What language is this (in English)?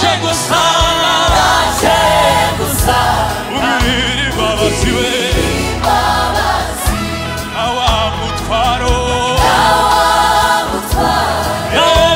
Kinyarwanda